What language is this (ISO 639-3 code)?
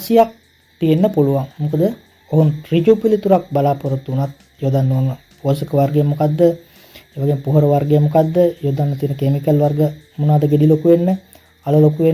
sin